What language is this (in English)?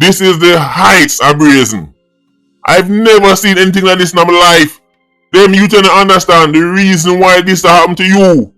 Jamaican Creole English